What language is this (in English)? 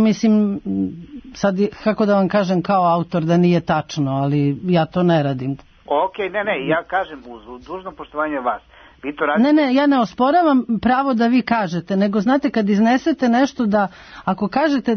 Serbian